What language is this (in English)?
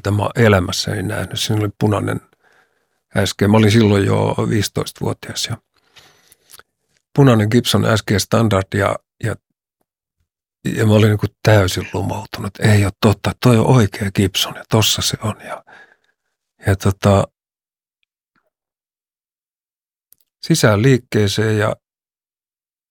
Finnish